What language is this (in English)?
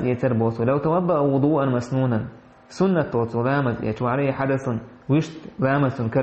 Chechen